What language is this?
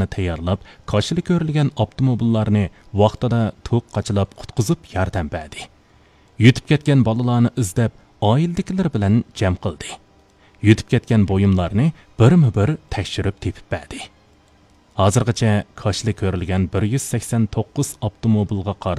Uyghur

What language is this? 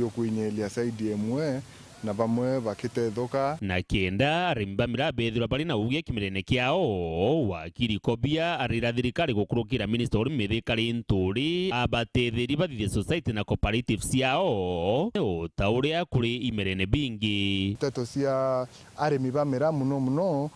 Meru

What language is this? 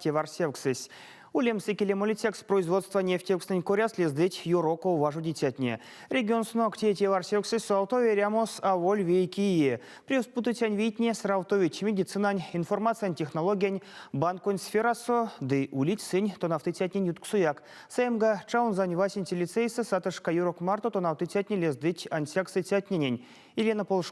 Erzya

